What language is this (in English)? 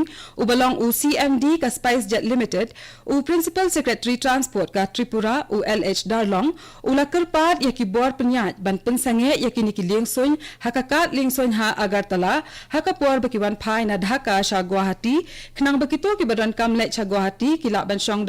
Khasi